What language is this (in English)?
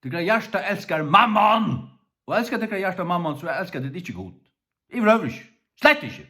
Faroese